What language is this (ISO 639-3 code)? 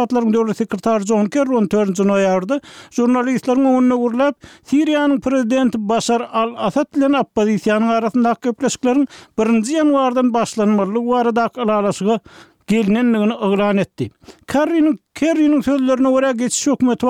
tuk